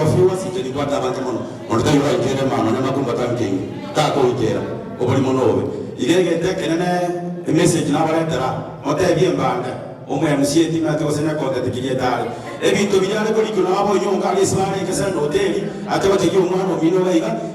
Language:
Gusii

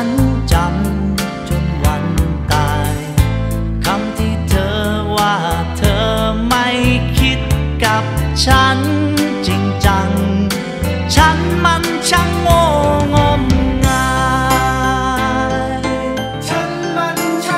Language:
Thai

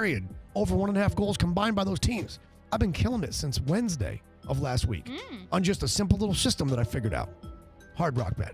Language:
English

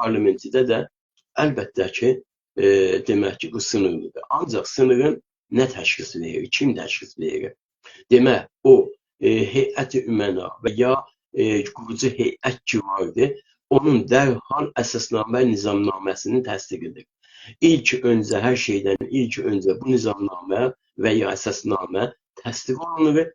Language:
South Azerbaijani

